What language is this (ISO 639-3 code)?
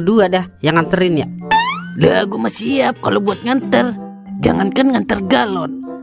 bew